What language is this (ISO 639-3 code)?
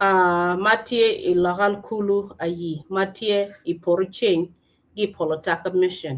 ach